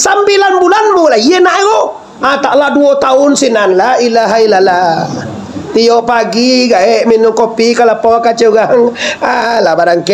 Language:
Minangkabau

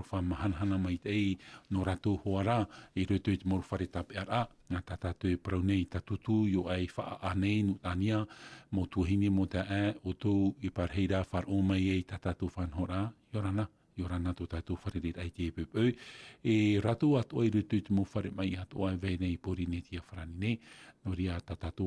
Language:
Tahitian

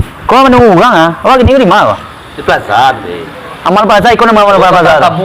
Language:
Minangkabau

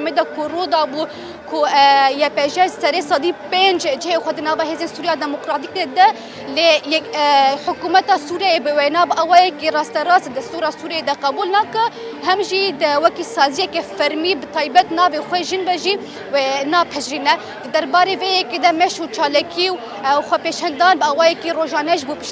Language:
Kurdish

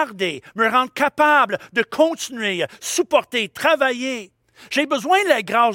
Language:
French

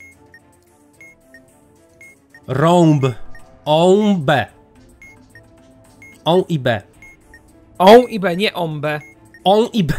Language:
Polish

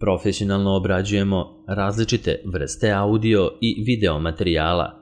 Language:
Serbian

